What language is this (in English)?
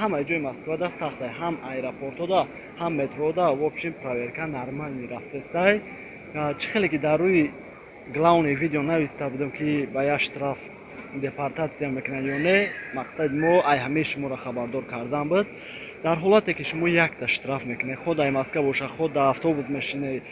Tajik